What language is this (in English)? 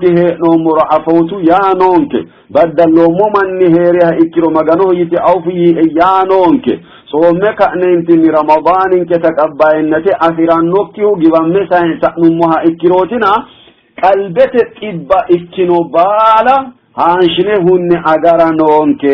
Sidamo